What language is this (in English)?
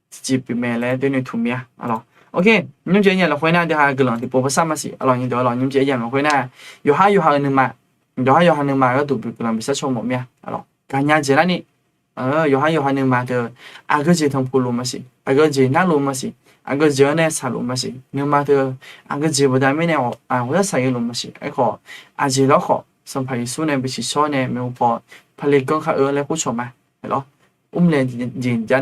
Akha